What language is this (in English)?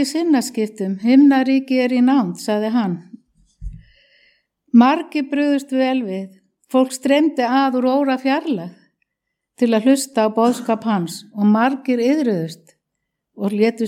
Icelandic